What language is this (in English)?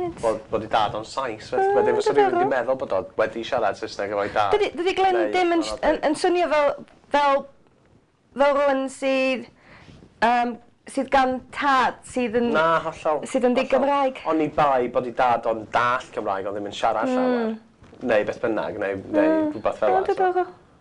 Welsh